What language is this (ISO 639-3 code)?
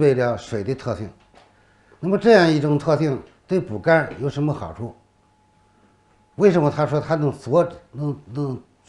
zho